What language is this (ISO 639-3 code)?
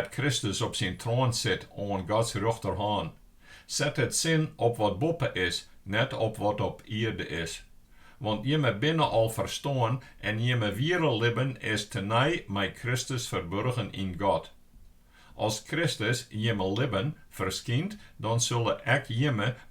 fry